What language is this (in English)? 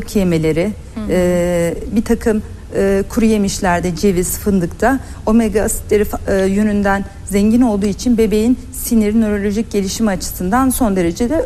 Turkish